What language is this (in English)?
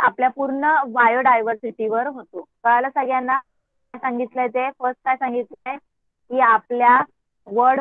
Marathi